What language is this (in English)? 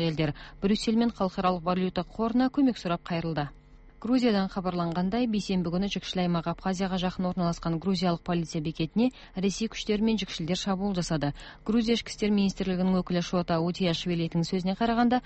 Kyrgyz